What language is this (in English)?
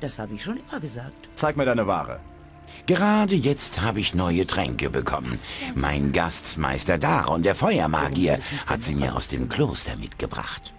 Bavarian